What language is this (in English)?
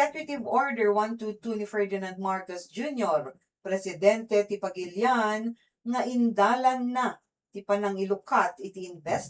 Iloko